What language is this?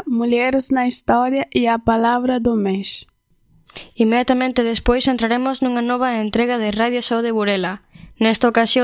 Galician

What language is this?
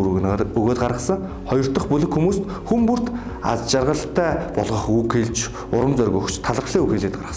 Mongolian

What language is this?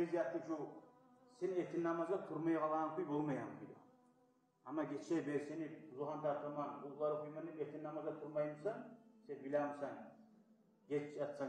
Kumyk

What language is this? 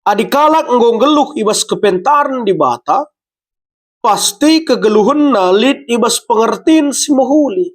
Batak Karo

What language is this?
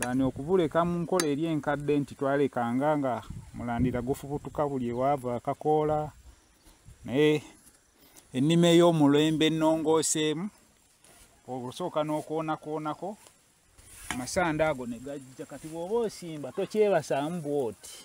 Ganda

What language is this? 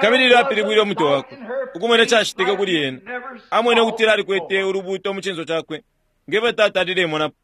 Bemba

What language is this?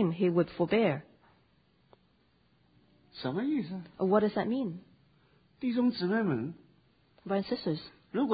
Chinese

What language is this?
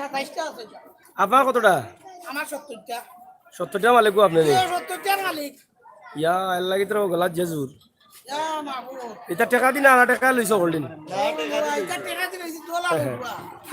Sylheti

